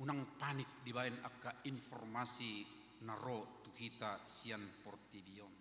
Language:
Batak Toba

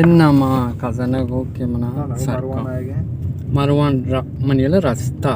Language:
Baluchi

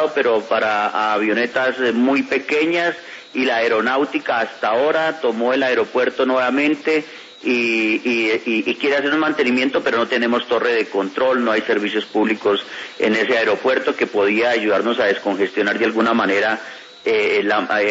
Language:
Spanish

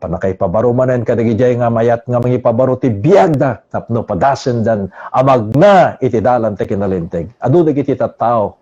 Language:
Iloko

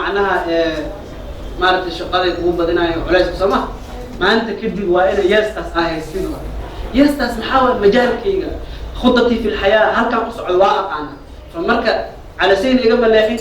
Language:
Somali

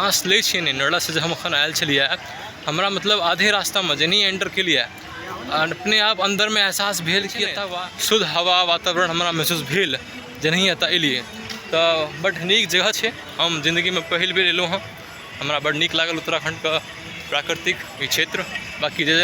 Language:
Maithili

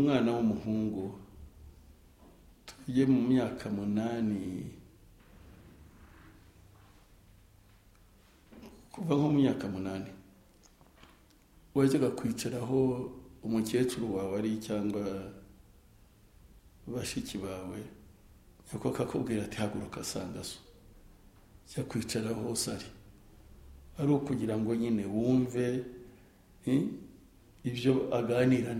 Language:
Kinyarwanda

